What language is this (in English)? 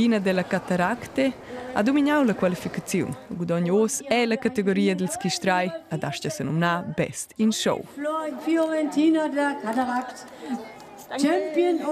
Romansh